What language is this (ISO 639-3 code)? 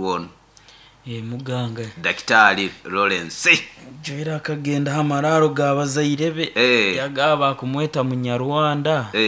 nyo